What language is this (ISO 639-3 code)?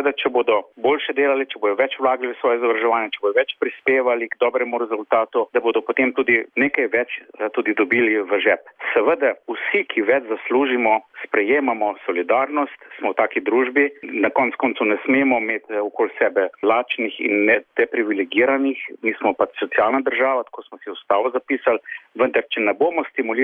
slv